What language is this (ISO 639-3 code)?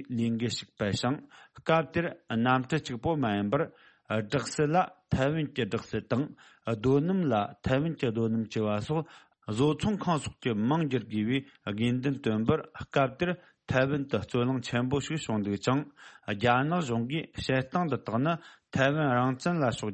bod